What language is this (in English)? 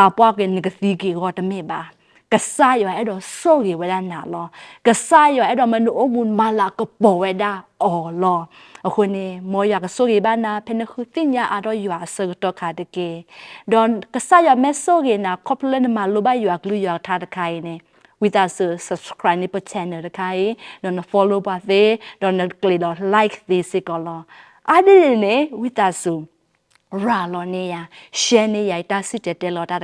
S'gaw Karen